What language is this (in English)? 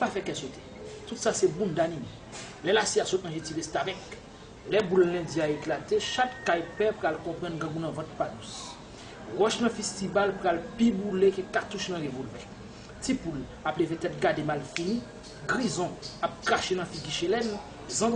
Haitian Creole